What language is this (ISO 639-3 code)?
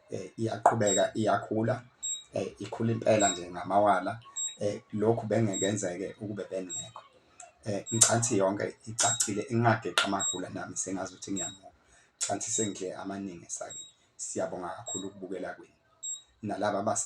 zul